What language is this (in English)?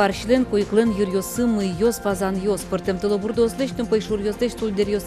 Udmurt